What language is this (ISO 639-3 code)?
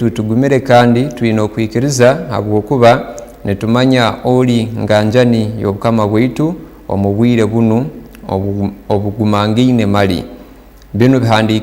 ttj